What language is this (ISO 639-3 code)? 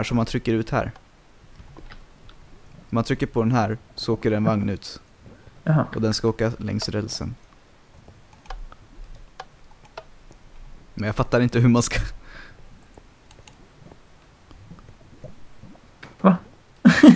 swe